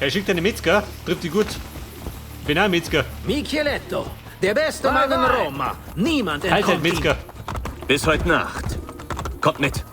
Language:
Bavarian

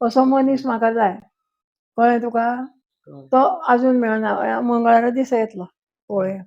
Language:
Konkani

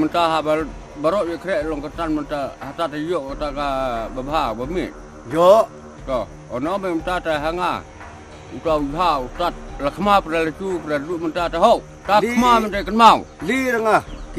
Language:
Khasi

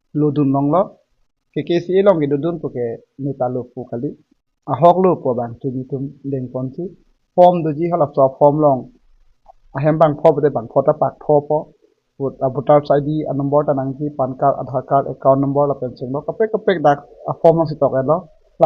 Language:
Karbi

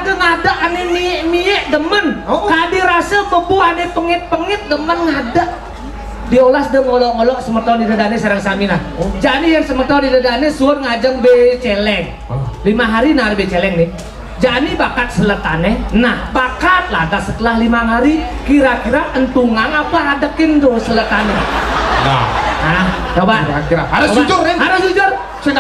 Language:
Balinese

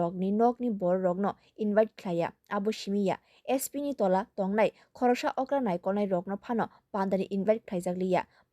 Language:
Kok Borok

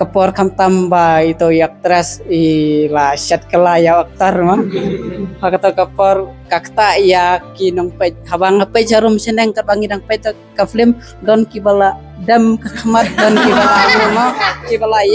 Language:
Khasi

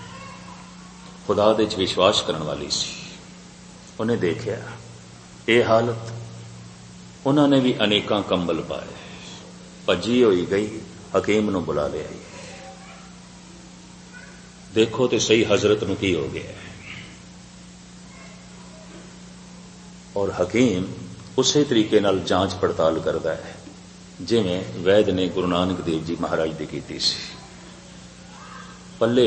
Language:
Punjabi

